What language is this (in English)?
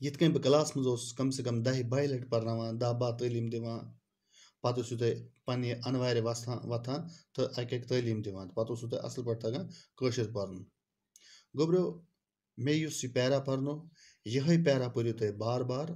Kashmiri